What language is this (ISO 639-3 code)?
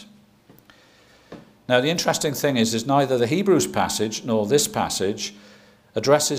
eng